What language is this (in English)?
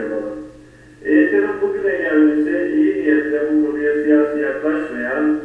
Turkish